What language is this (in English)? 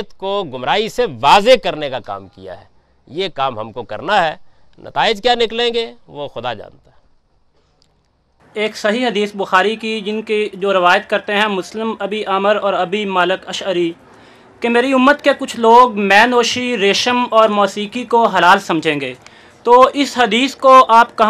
Urdu